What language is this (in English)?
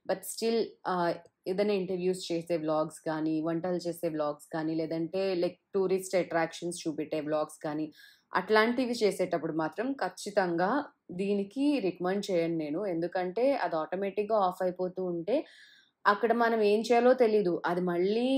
Telugu